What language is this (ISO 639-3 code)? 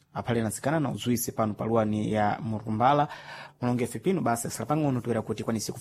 seh